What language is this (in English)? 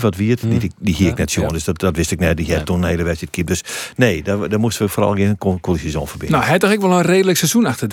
Western Frisian